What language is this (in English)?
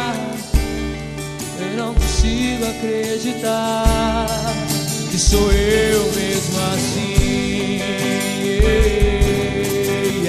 Portuguese